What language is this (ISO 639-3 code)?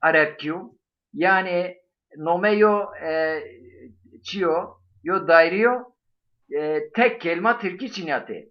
zza